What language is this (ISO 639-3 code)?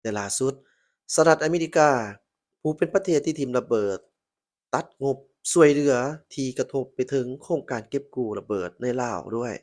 lao